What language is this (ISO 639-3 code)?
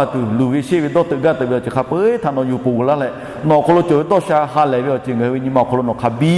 lhu